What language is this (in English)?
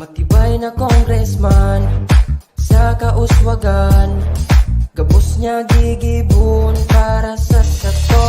Bikol